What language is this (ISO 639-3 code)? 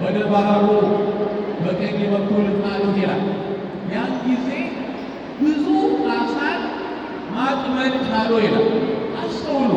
amh